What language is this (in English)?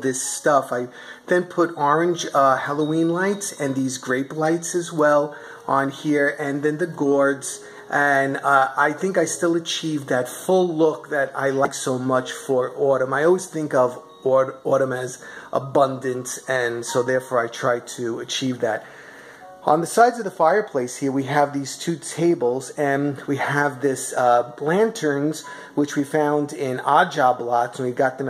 English